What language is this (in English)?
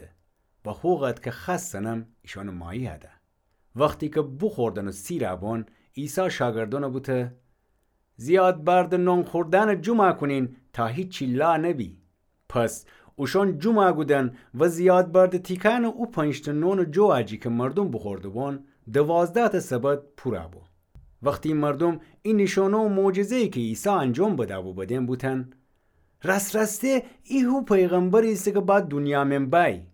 Gilaki